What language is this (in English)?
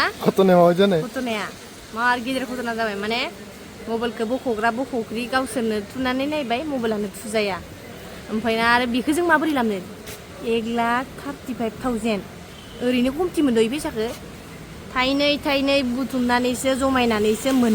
Bodo